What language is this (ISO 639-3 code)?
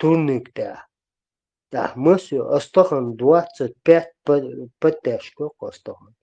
che